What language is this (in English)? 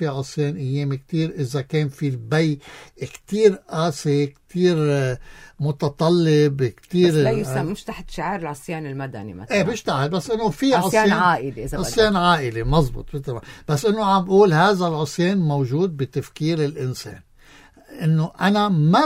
North Levantine Arabic